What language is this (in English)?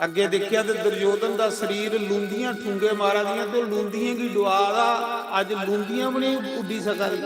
Dogri